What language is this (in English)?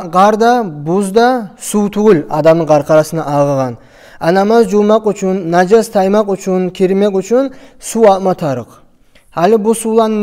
Kumyk